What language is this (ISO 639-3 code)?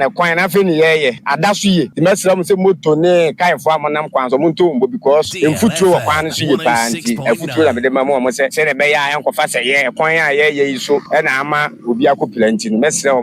aka